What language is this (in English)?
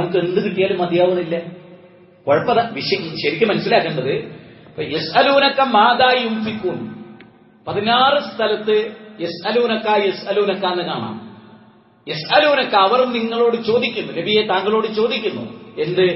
Malayalam